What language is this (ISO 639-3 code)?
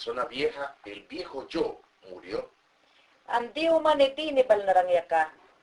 yan